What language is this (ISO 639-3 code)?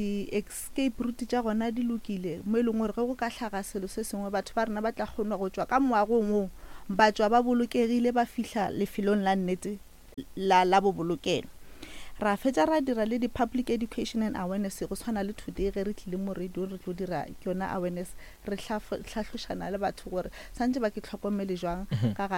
nso